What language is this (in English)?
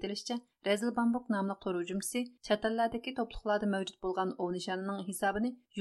Uyghur